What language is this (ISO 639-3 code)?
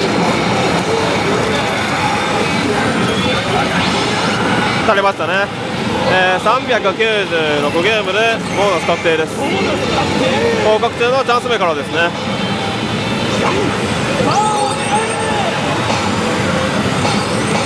jpn